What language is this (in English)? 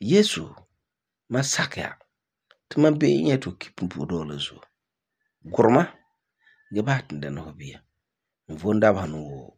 Frafra